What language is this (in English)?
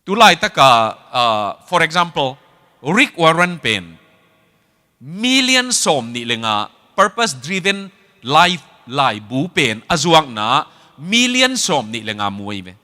Tedim Chin